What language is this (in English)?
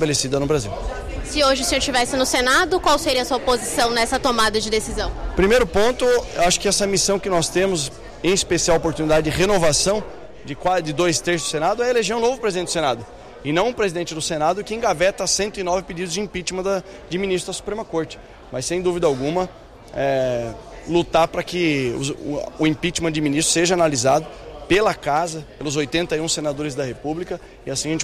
Portuguese